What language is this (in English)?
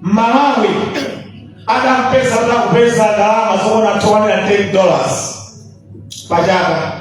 Nyanja